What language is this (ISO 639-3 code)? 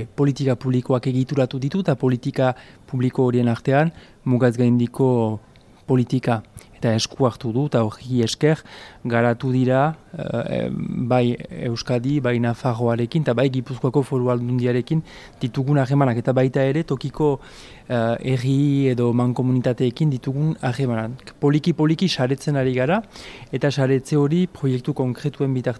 eus